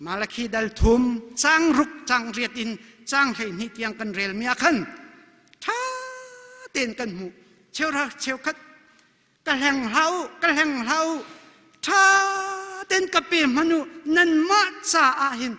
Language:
Hakha Chin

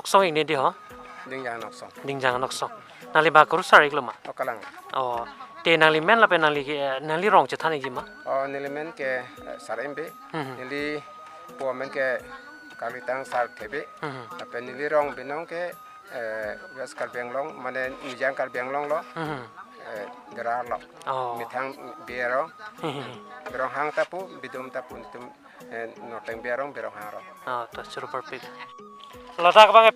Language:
Karbi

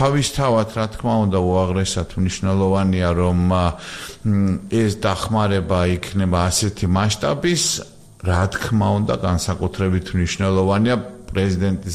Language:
Georgian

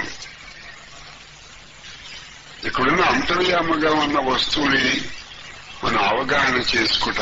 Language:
Telugu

